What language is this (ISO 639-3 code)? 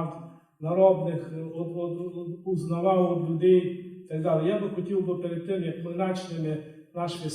rue